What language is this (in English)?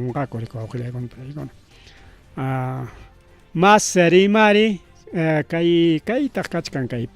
Ayacucho Quechua